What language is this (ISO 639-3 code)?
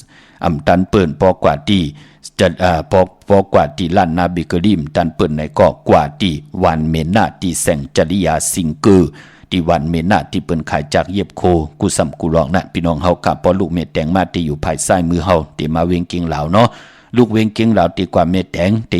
shn